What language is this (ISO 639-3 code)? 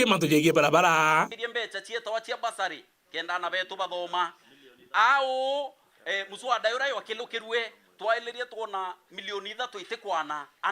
mer